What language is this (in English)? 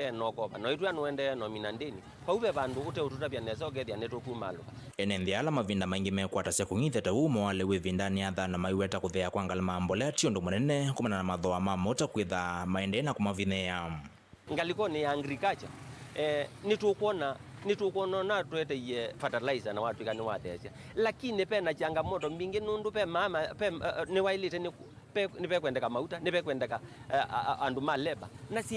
Kamba